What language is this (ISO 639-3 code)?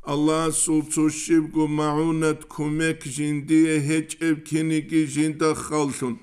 ava